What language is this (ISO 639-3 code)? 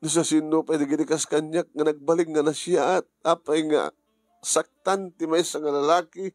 ilo